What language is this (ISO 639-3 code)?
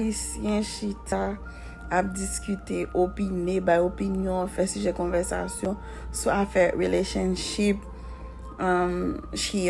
hat